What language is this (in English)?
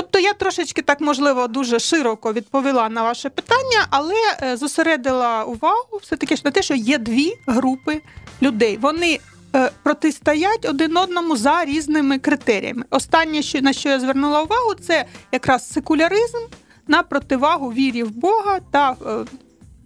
Ukrainian